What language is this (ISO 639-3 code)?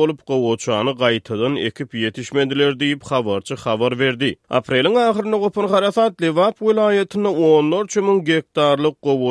tuk